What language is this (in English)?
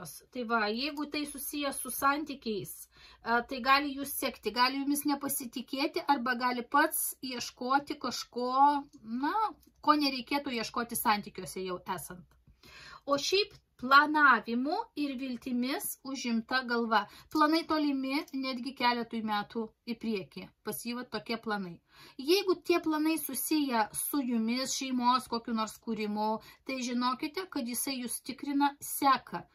Lithuanian